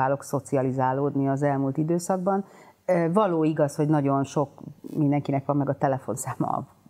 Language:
Hungarian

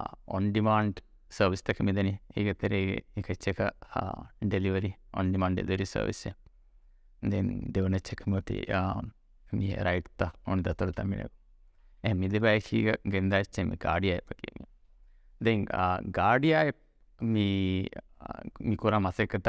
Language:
Divehi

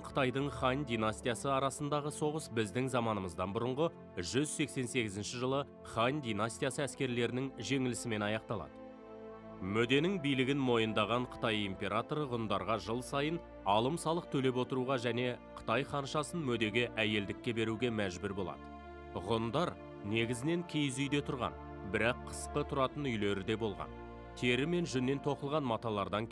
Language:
Kazakh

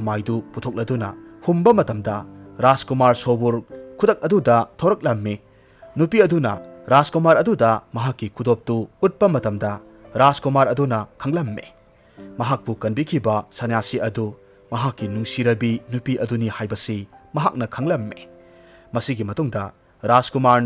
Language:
Manipuri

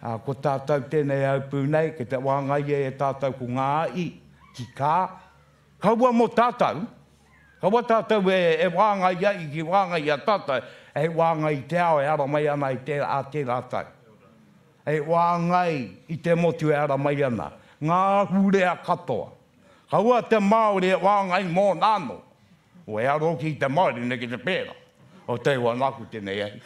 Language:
Māori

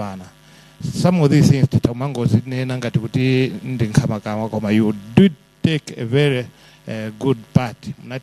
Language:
Nyanja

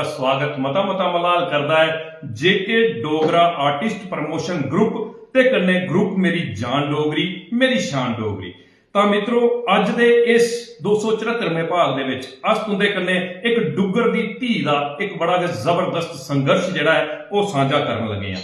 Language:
Dogri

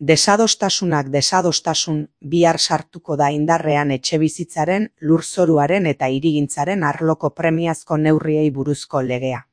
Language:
Basque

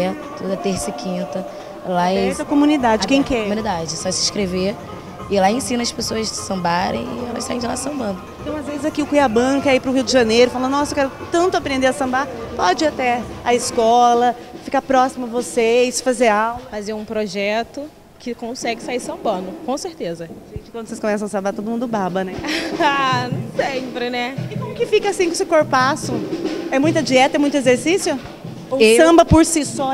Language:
Portuguese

